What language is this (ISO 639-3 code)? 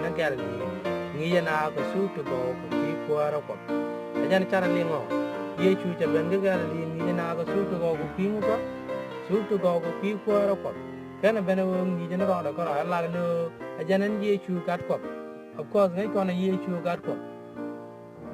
nus